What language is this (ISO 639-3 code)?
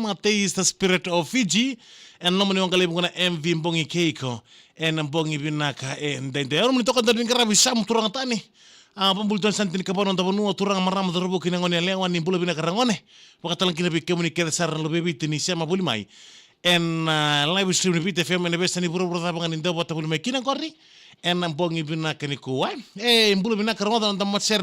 fij